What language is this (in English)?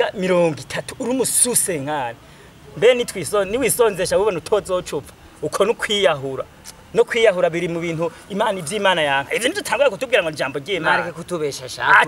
Rundi